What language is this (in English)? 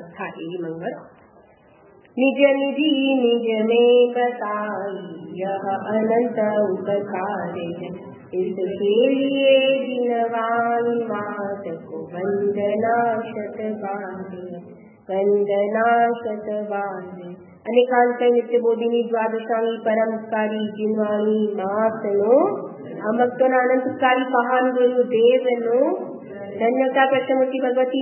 Gujarati